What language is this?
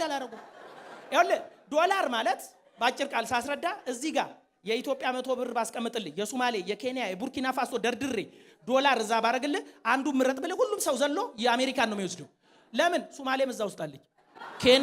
Amharic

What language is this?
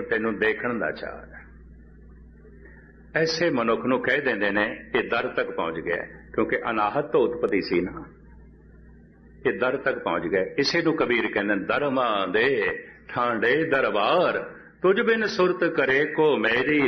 Punjabi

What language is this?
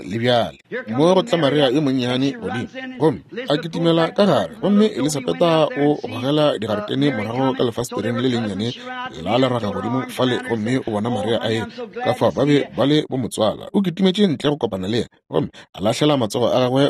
Northern Sotho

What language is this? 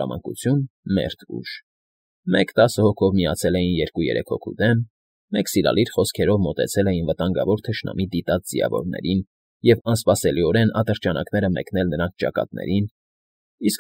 Armenian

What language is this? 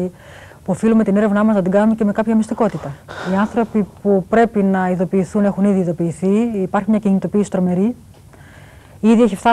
Greek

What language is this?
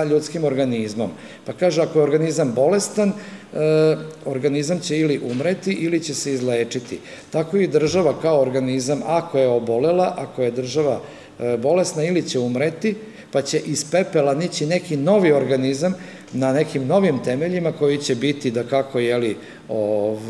Serbian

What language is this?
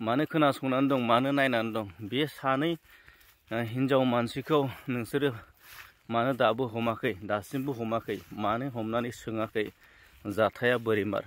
Bodo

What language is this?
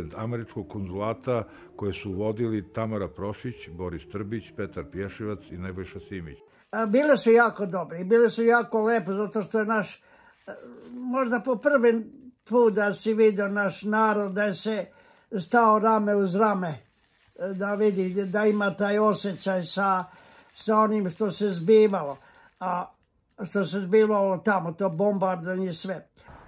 Serbian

